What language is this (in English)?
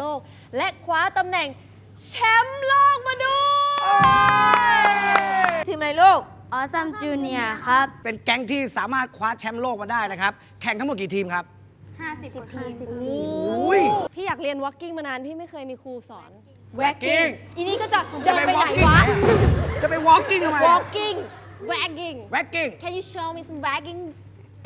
Thai